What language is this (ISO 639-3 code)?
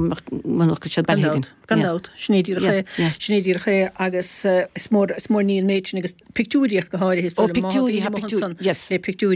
gle